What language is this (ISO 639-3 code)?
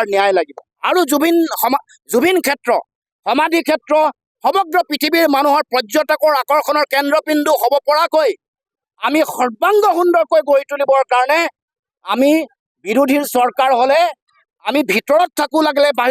asm